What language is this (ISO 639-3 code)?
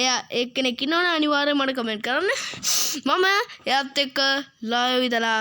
sin